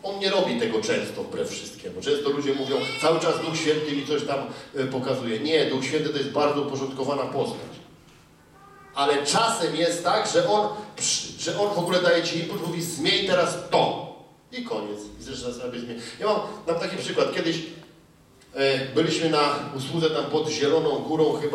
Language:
Polish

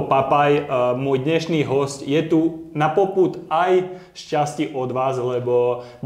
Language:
Slovak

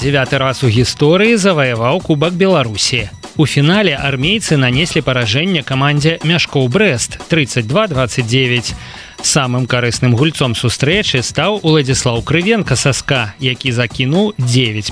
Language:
Belarusian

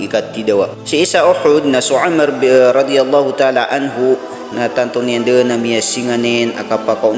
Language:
Maranao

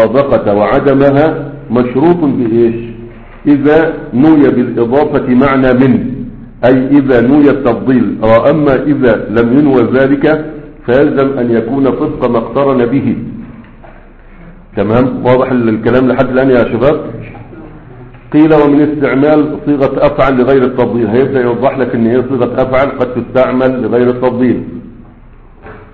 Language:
Arabic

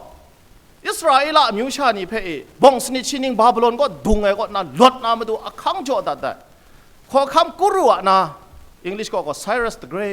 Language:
Kachin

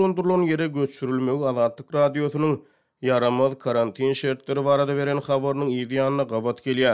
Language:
Turkmen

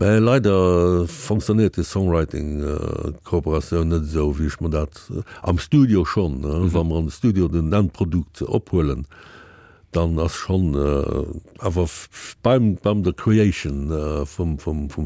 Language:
Luxembourgish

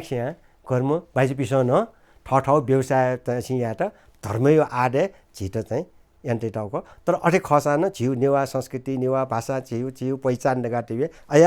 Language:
Newari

